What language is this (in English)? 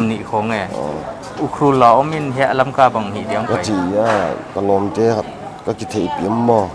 Paite Chin